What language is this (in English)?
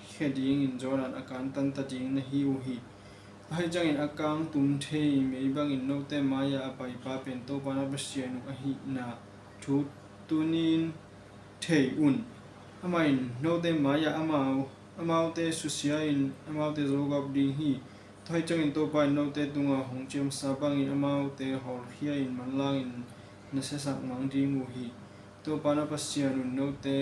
Tedim Chin